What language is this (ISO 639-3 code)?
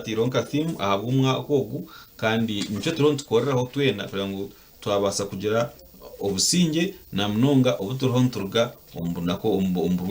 nyn